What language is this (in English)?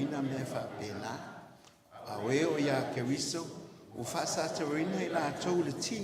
Samoan